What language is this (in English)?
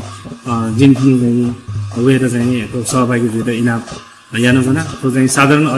Newari